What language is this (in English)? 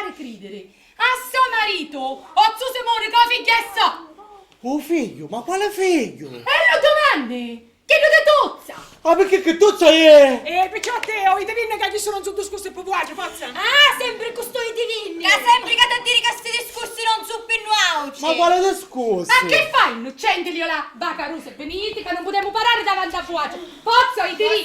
Sicilian